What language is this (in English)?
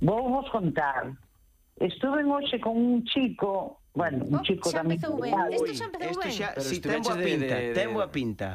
Galician